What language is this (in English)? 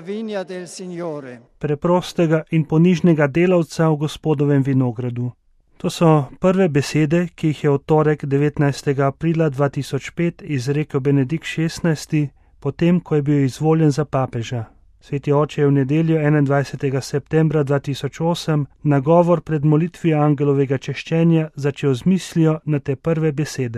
Slovenian